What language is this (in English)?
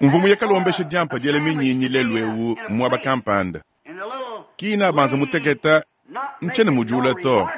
Luba-Lulua